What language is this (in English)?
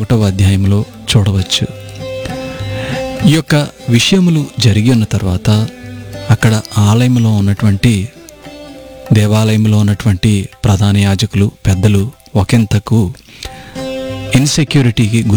Telugu